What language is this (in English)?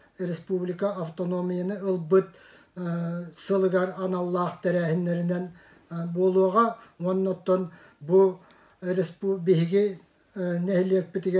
Yakut